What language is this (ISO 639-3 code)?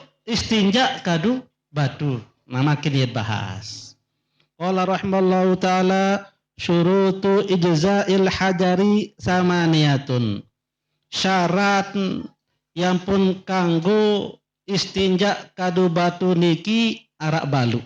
sas